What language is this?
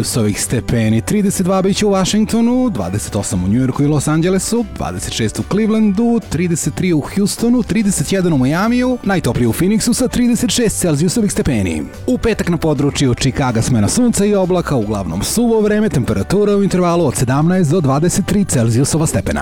Serbian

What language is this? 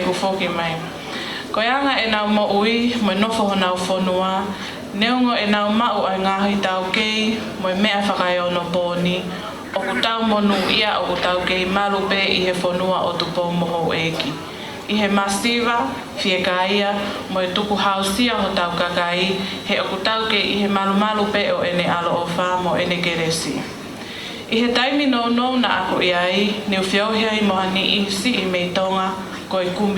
Tongan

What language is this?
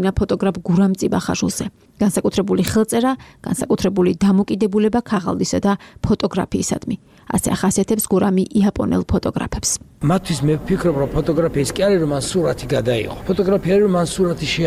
Georgian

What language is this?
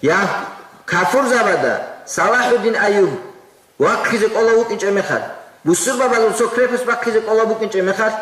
Avaric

